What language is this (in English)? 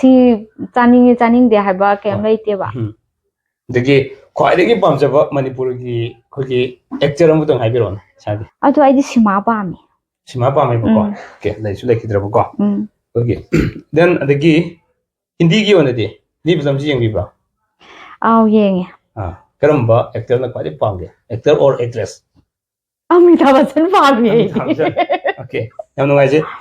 Manipuri